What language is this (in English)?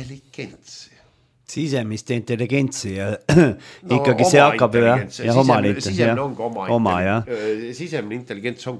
Estonian